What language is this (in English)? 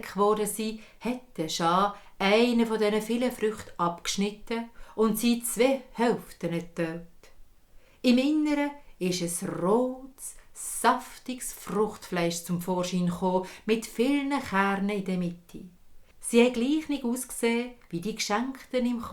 Swiss German